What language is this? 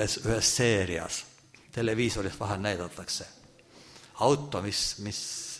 Estonian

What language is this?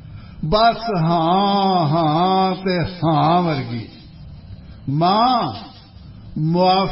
Punjabi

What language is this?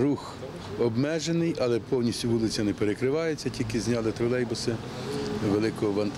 Ukrainian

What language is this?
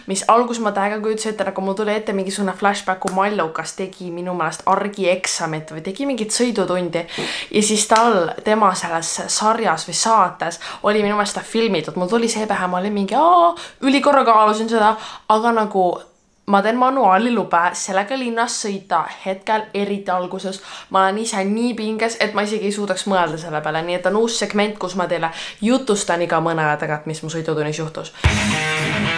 Estonian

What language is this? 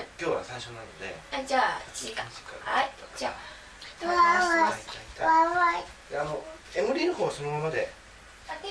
Japanese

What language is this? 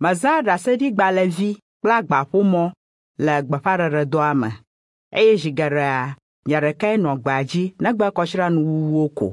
Ewe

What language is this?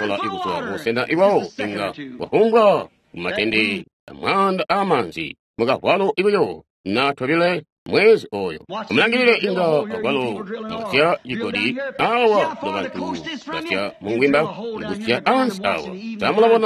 Tonga (Zambia)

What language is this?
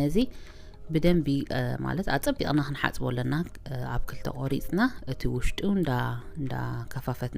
Tigrinya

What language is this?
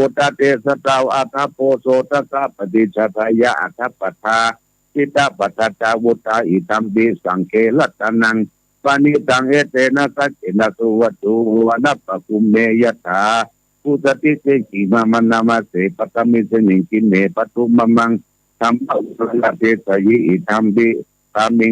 Pali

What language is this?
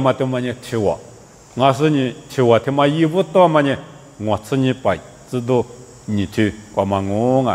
Lisu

